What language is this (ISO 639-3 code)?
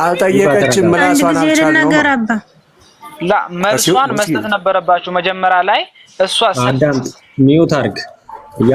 amh